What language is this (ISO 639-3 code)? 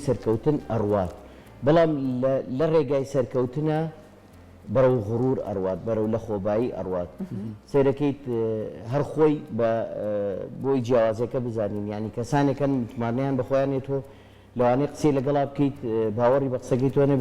ckb